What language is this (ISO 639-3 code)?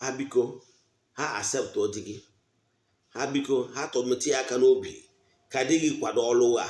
ibo